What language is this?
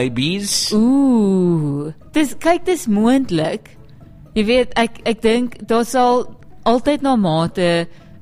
Afrikaans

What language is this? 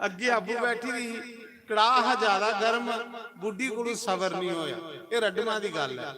Dogri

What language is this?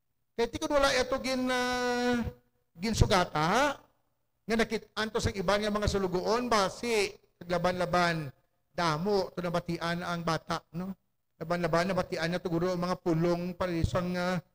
Hiligaynon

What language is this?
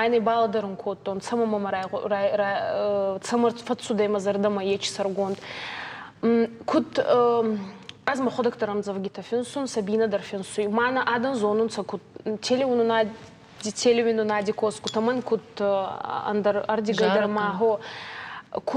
Ossetic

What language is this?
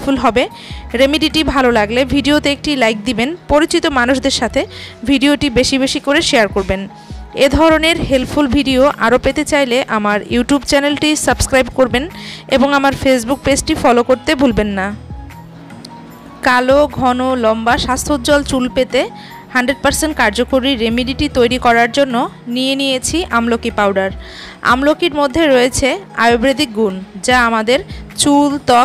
Bangla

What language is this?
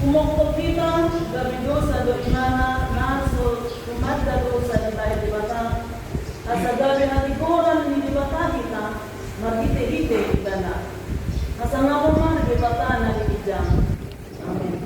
Batak Toba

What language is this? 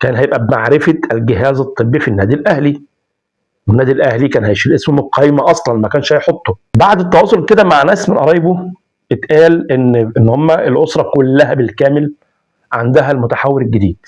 Egyptian Arabic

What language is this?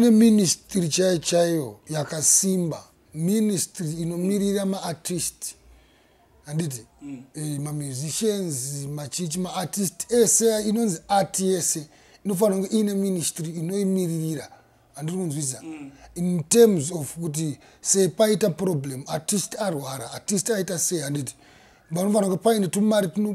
Shona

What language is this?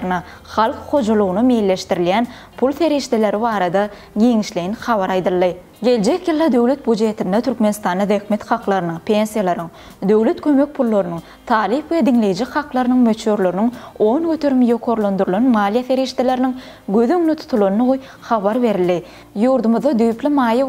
Turkmen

